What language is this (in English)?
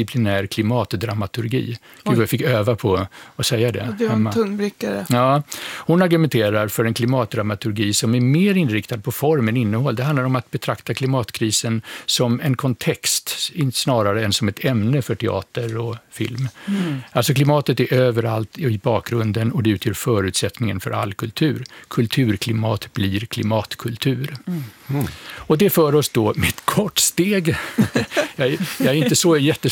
Swedish